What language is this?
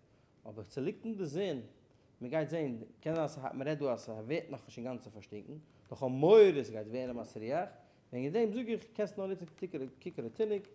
Yiddish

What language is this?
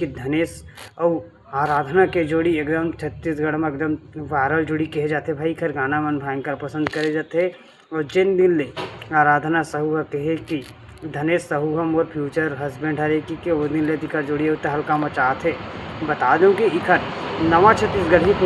Chhattisgarhi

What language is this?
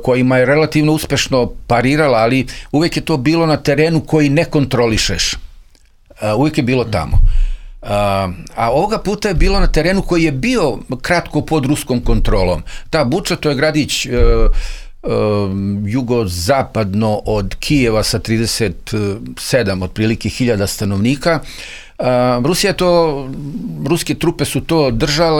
Serbian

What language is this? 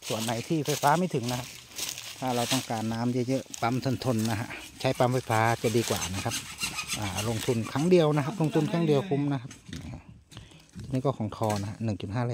Thai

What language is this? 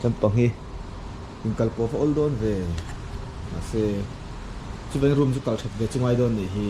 Mizo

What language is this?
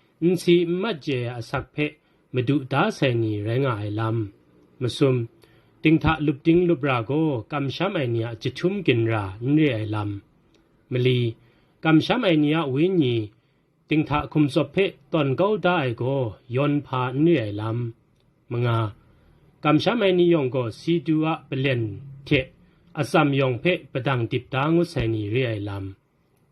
Kachin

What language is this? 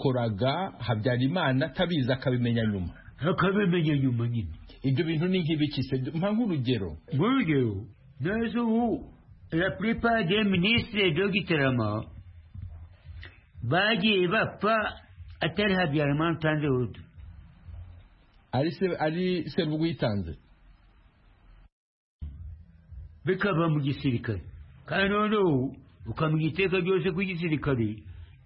Kinyarwanda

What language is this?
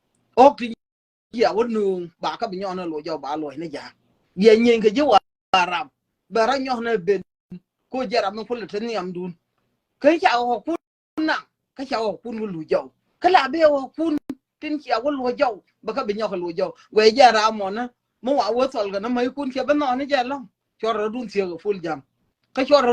Nuer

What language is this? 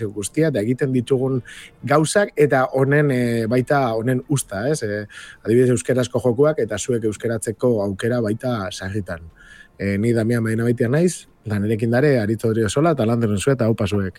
Basque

